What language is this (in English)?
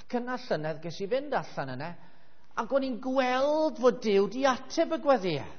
Welsh